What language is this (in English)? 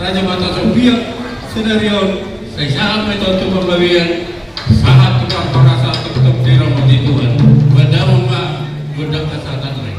Batak Toba